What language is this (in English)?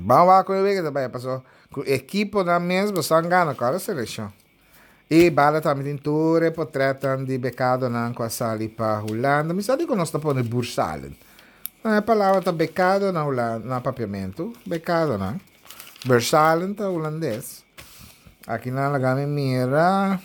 Papiamento